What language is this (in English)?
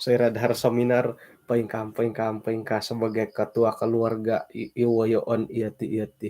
Central Dusun